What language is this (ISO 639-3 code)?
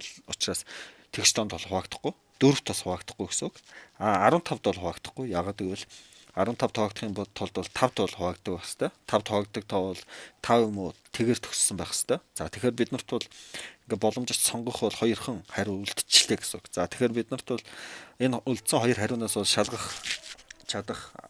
mon